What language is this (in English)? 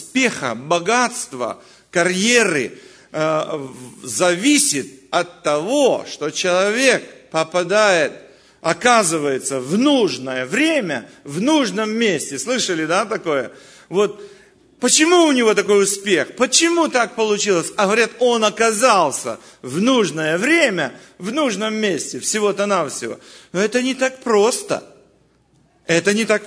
Russian